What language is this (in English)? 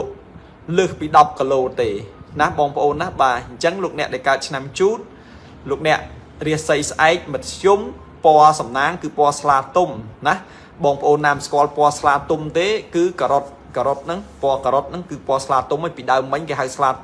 Khmer